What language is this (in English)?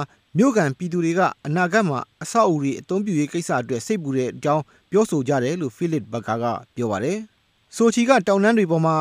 Burmese